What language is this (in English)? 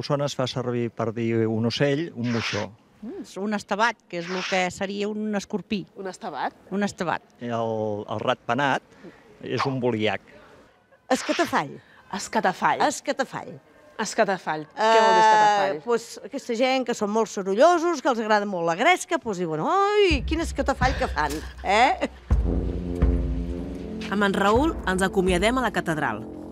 Catalan